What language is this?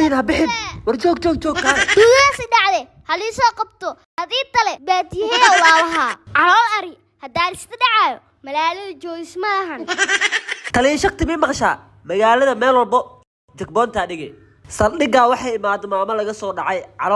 Somali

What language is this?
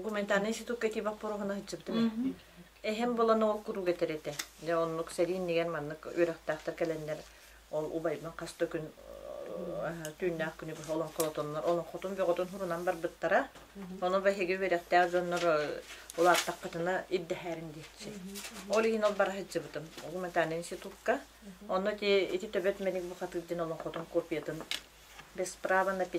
Yakut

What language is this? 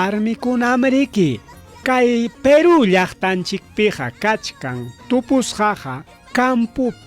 Ayacucho Quechua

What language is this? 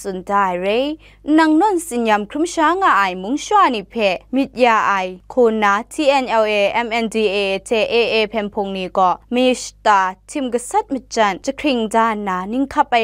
Kachin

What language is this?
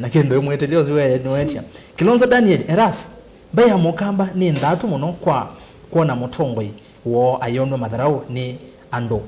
Kamba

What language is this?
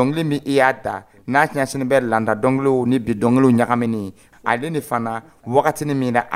Dyula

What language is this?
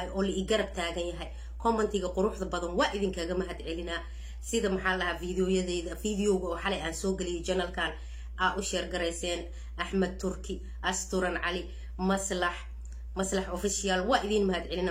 Somali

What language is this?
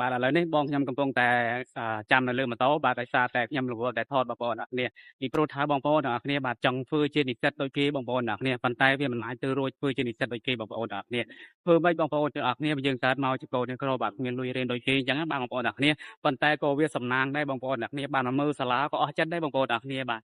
Khmer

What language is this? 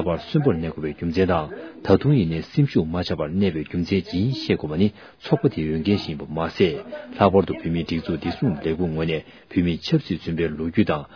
Tibetan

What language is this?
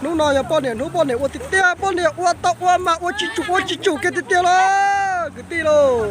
Hmong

